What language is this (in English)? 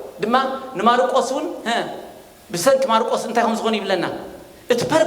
Tigrinya